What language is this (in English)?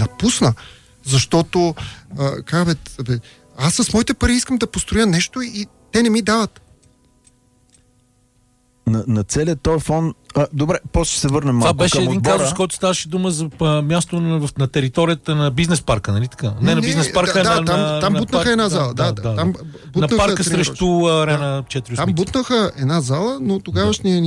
Bulgarian